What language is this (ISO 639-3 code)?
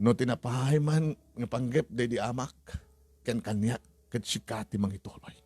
ilo